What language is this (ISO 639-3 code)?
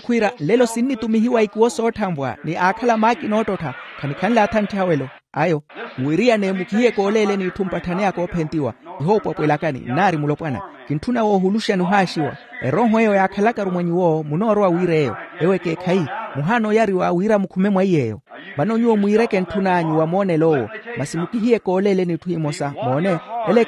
vmw